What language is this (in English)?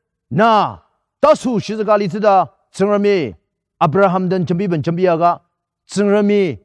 Ao Naga